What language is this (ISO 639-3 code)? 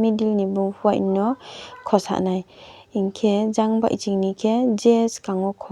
ria